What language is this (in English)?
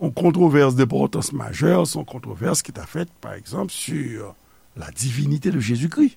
Haitian Creole